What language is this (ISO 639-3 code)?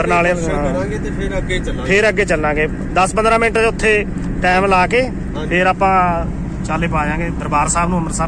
pan